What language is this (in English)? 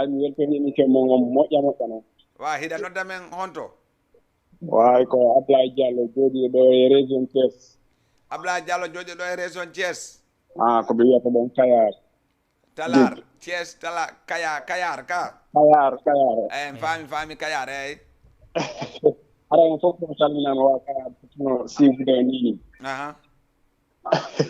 Fula